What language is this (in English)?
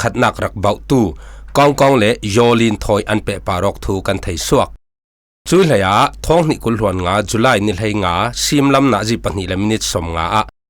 Falam Chin